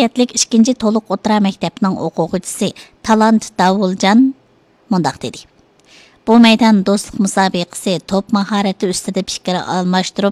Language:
Uyghur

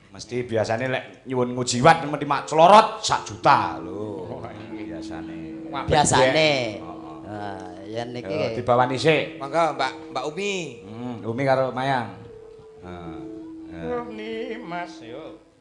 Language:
Javanese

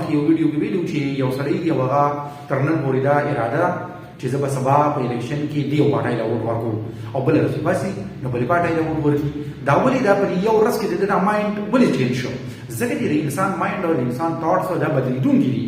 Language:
Pashto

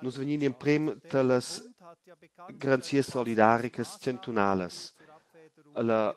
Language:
Romansh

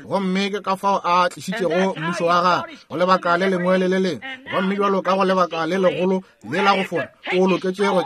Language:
Northern Sotho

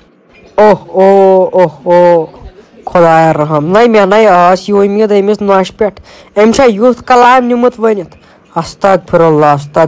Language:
Kashmiri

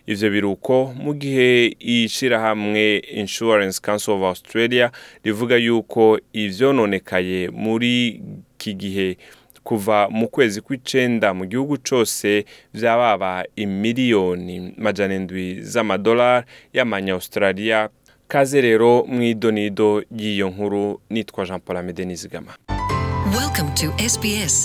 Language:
Rundi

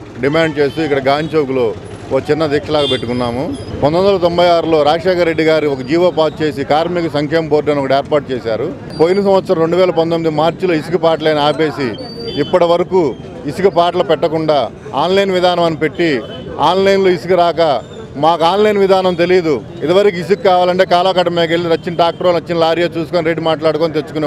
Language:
Telugu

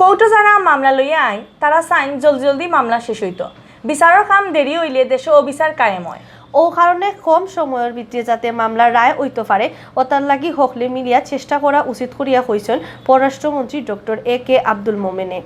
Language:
Sylheti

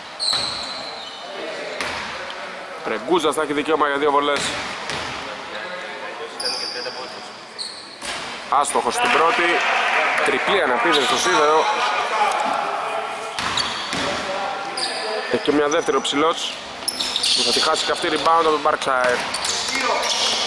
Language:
Greek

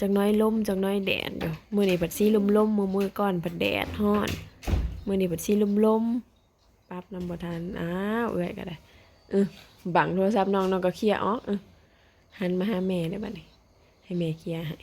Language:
Northeastern Thai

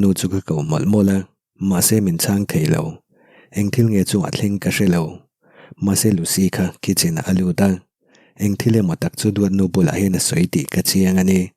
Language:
Mizo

